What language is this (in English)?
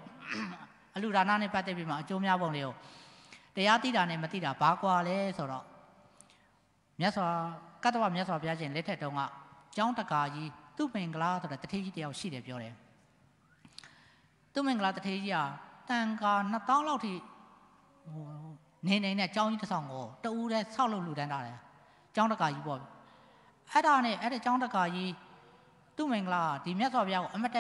Burmese